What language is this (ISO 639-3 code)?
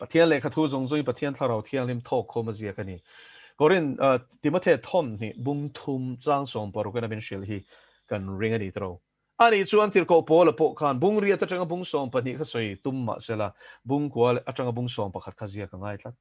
lus